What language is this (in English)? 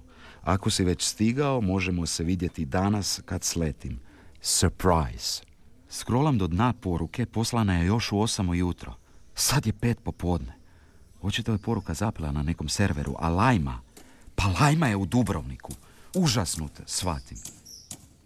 Croatian